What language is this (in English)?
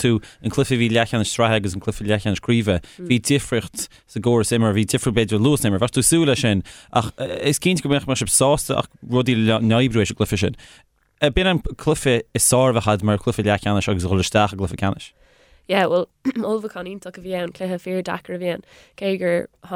Irish